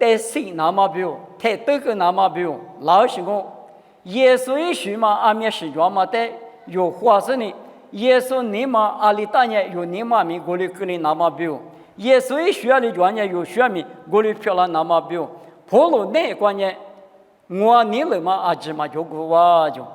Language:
Lisu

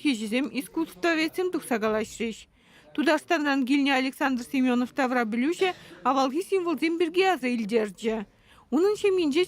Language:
Chuvash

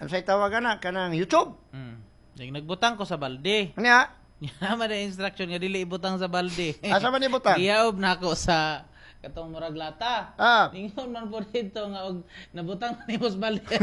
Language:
Cebuano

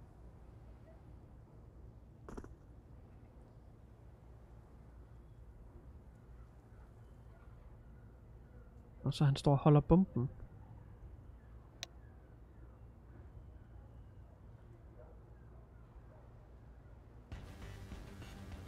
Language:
Danish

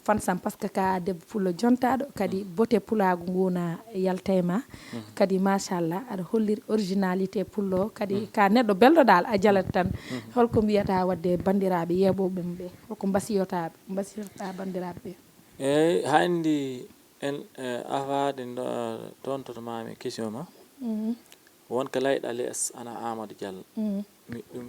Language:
Fula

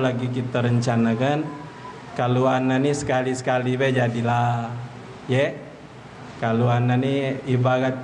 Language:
Musi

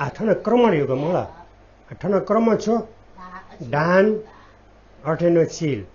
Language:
Newari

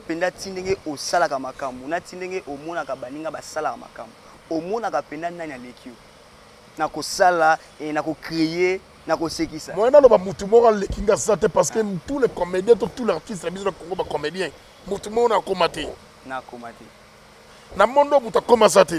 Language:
Lingala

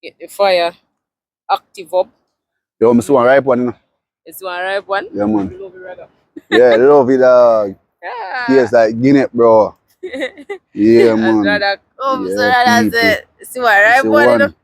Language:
Jamaican Creole English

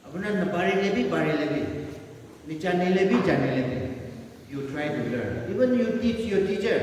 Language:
Naga Pidgin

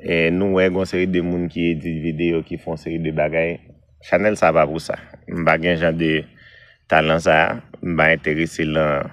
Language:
Haitian Creole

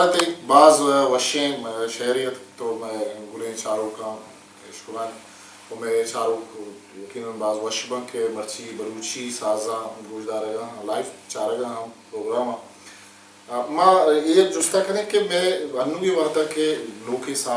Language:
Baluchi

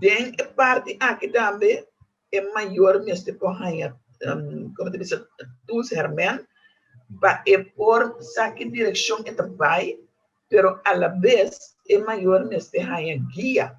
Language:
Papiamento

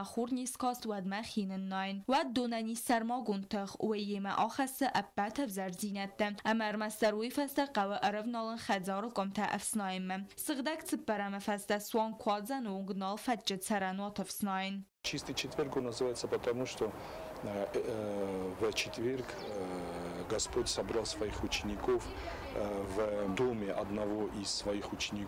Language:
Ossetic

